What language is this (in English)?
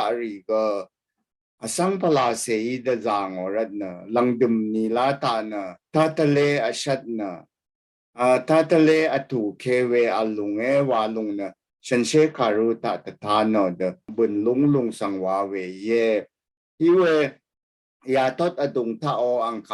Rawang